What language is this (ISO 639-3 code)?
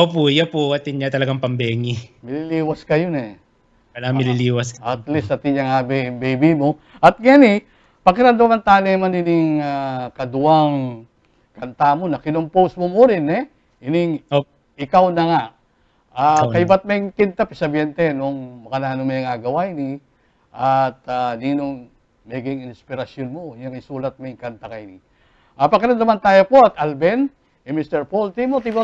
pam